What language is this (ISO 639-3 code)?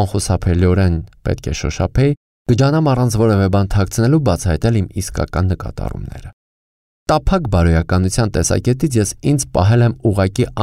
hye